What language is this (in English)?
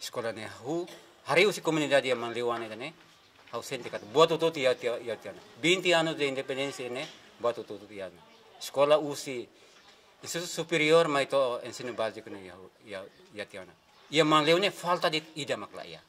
Tetum